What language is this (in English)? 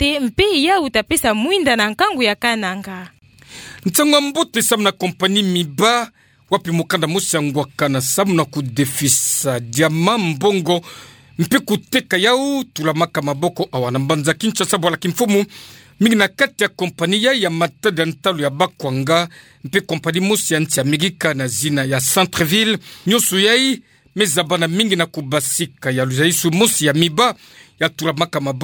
Kituba (Democratic Republic of Congo)